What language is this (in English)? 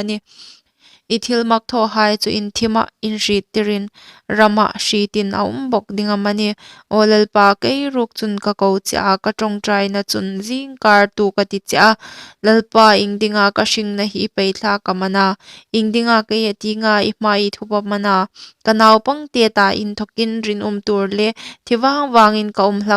Hmar